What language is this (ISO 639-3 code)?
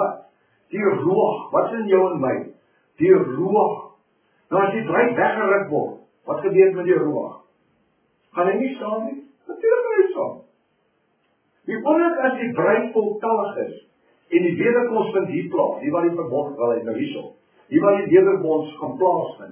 afr